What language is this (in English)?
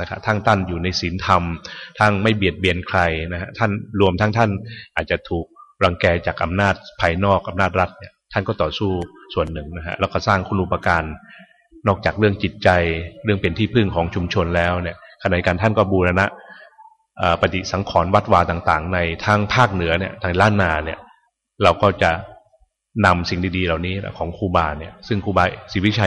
Thai